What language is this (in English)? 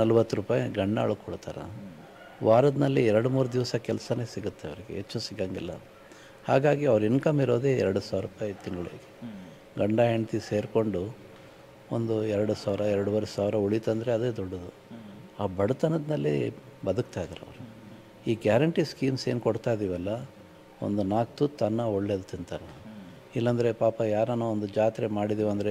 Kannada